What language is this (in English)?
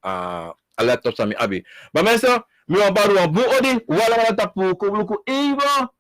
Sranan Tongo